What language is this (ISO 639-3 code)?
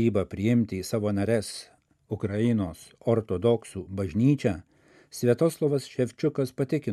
lit